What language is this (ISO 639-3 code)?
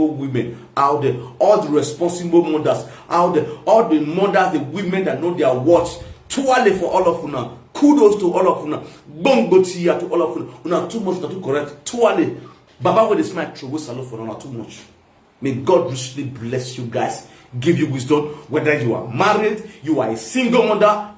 pcm